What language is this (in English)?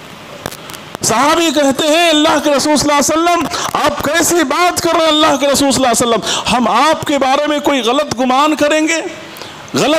Urdu